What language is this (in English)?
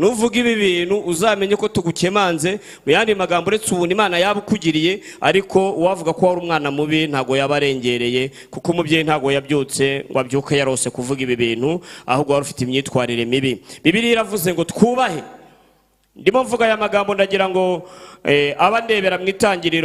Kinyarwanda